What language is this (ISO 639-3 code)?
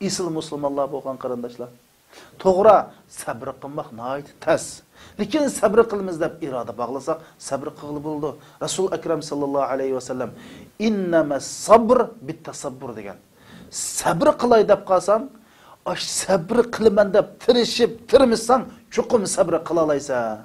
uig